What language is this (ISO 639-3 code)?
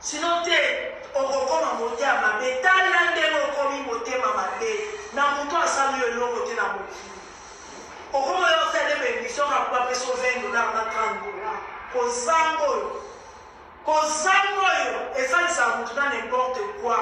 lin